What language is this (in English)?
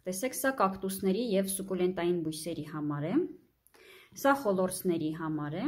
Armenian